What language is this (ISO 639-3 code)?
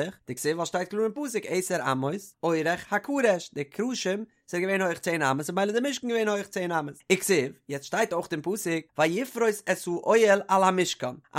yid